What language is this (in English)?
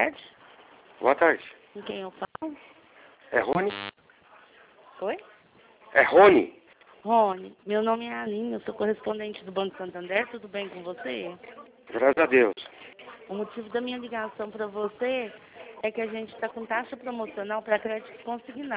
Portuguese